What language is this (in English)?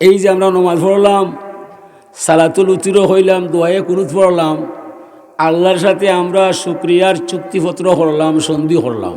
Sylheti